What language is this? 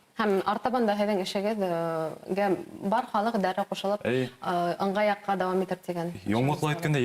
Bashkir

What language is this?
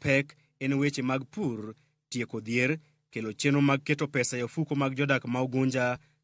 Luo (Kenya and Tanzania)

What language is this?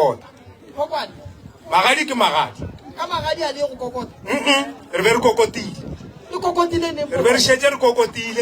Northern Sotho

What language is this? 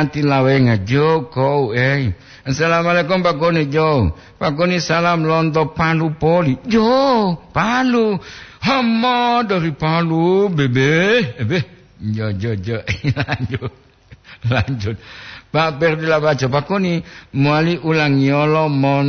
Gorontalo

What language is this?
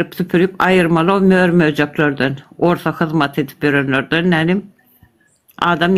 Turkmen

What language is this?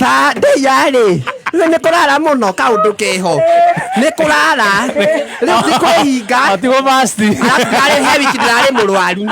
Kikuyu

